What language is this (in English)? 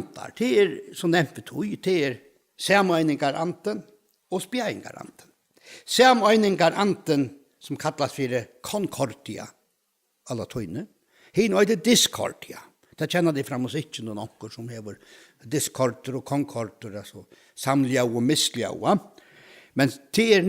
Faroese